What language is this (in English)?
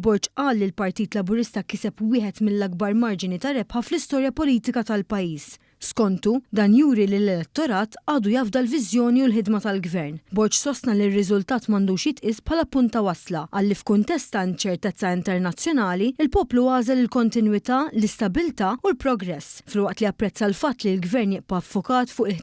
Maltese